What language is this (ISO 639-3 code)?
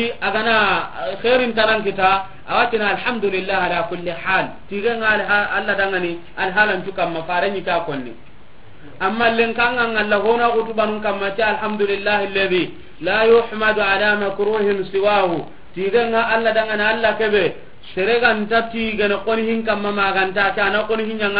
snk